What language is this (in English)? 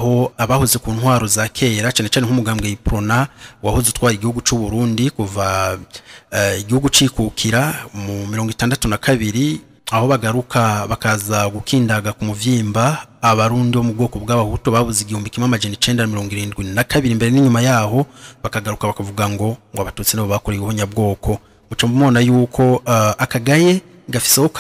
Rundi